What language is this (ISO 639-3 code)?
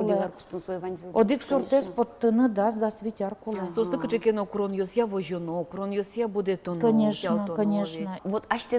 udm